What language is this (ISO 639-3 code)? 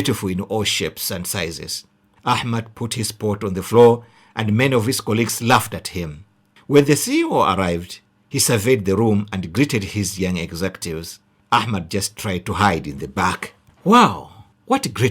eng